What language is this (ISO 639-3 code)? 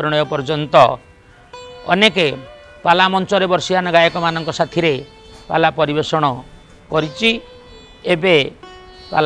ori